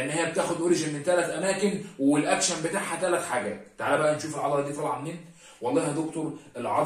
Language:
Egyptian Arabic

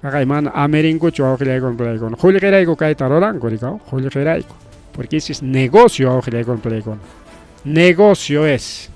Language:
Ayacucho Quechua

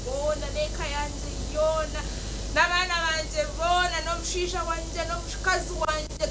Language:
Nyankole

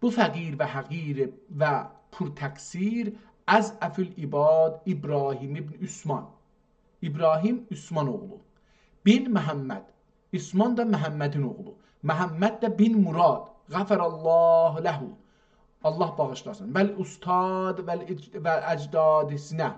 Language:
South Azerbaijani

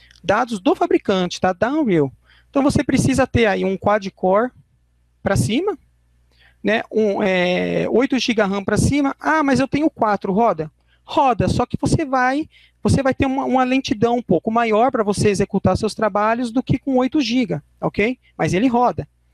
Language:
Portuguese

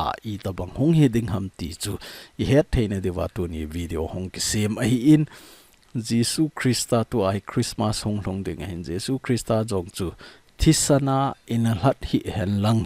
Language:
Thado Chin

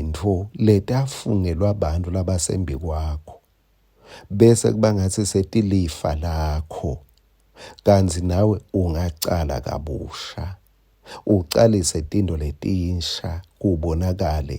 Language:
Swati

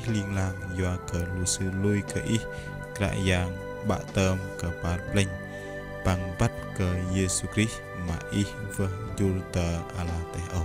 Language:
Bahnar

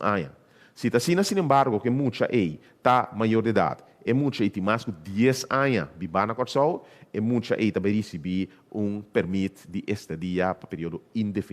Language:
Papiamento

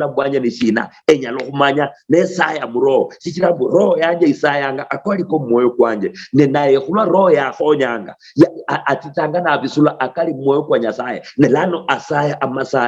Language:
Luyia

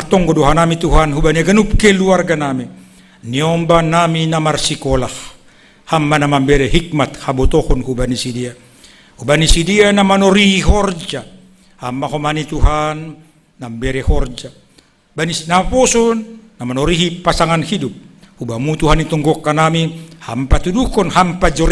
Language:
Batak Simalungun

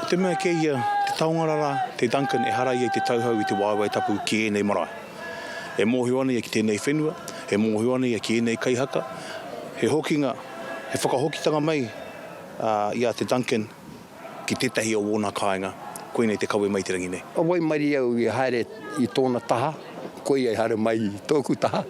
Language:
Māori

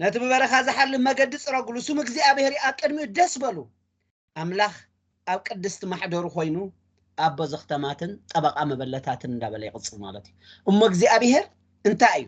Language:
Tigrinya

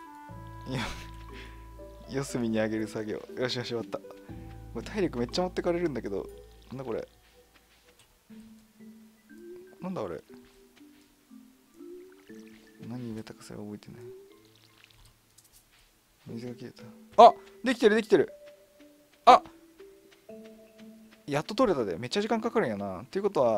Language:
Japanese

